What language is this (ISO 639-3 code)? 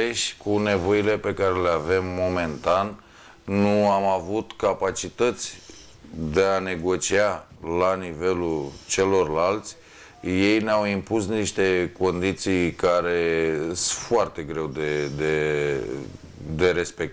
ron